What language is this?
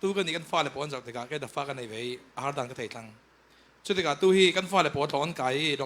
Falam Chin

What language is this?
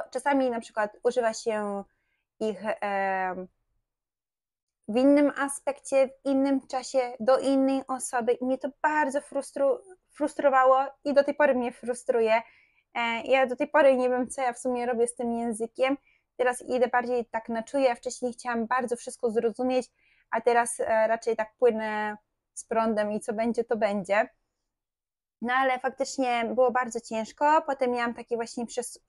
Polish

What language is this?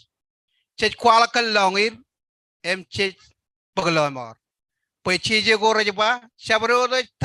Marshallese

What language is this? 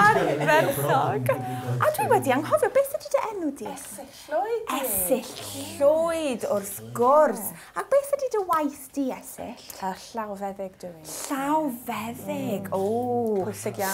Welsh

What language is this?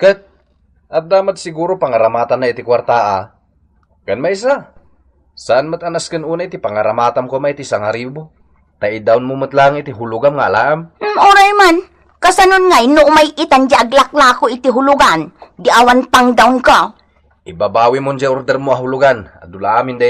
Iloko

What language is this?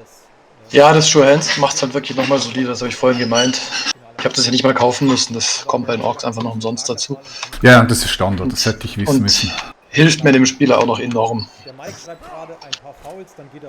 Swiss German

